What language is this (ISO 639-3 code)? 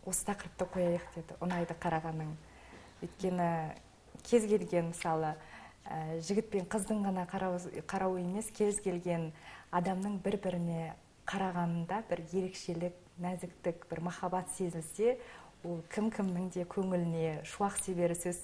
kaz